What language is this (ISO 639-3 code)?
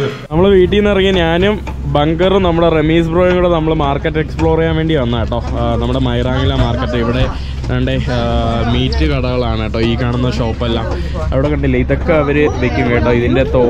mal